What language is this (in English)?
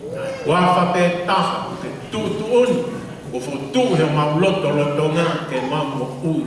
Tongan